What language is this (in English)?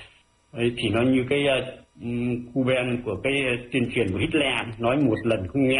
Vietnamese